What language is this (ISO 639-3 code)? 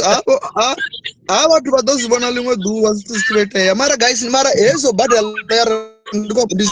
ven